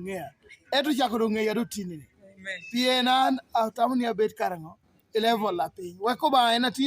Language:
Lango (Uganda)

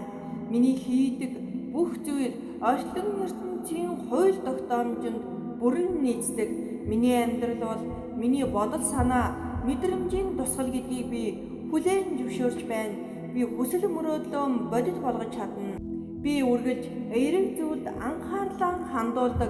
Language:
Mongolian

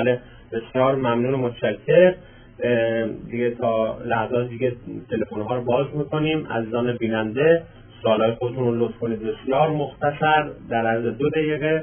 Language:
Persian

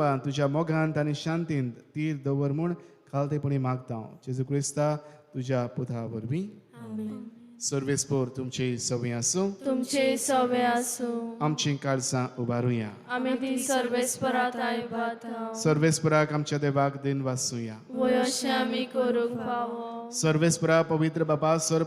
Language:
Konkani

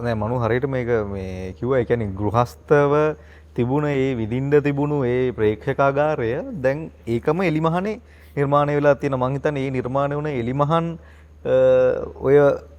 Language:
Sinhala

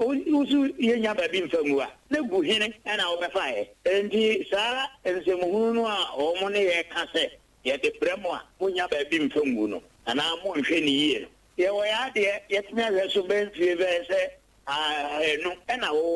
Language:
Akan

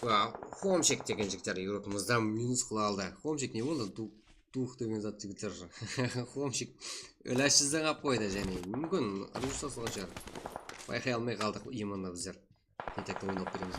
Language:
Kara-Kalpak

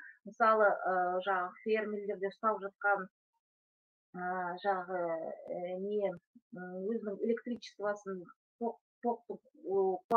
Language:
Kazakh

